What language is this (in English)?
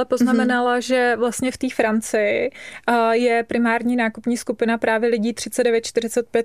Czech